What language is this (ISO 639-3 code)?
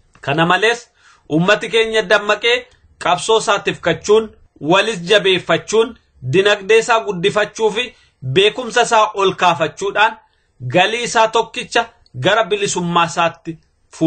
orm